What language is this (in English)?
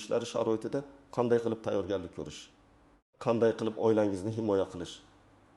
Uzbek